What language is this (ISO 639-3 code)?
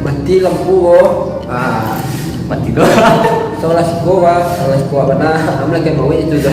min